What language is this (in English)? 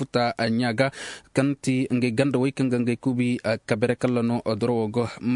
Zarma